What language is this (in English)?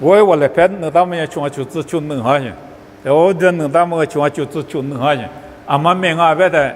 Lisu